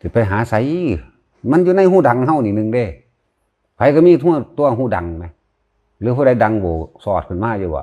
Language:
Northeastern Thai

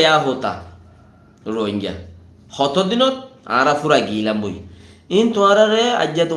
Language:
Rohingya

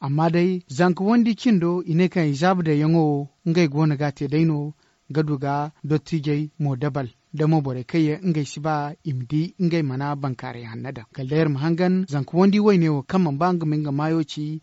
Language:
Zarma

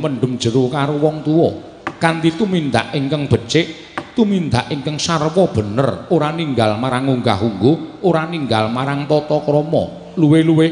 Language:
Javanese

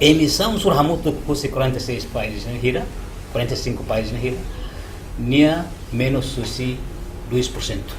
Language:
Tetum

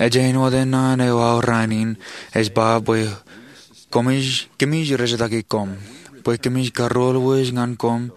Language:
Marshallese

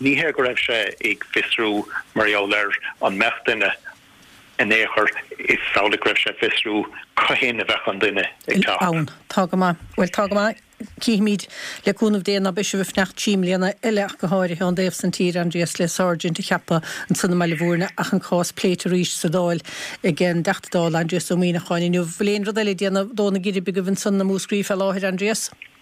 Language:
Irish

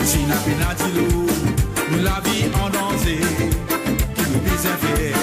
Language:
Morisyen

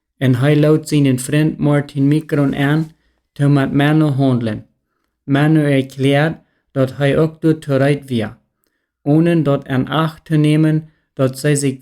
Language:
Plautdietsch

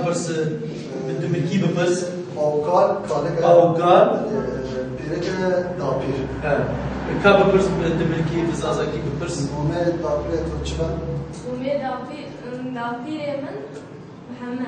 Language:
Kurdish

